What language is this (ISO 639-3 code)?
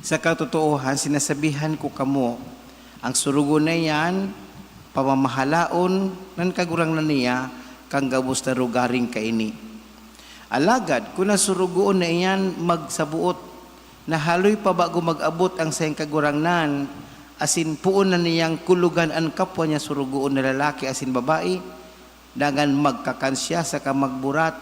bik